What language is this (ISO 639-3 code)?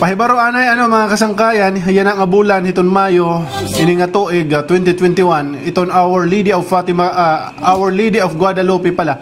war